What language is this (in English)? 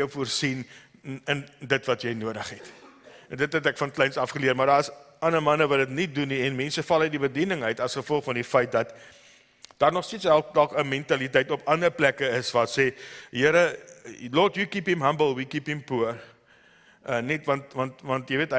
Afrikaans